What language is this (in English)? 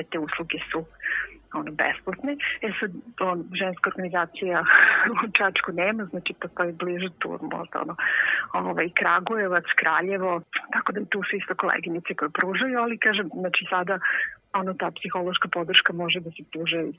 Serbian